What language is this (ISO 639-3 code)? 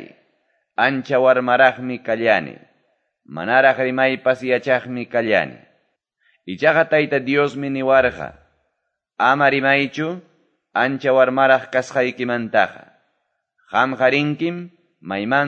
que